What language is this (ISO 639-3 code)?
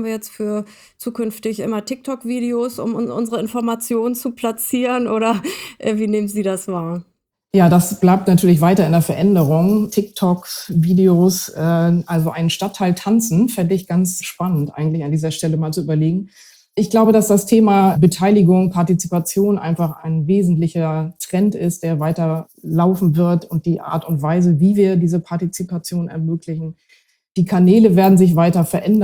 deu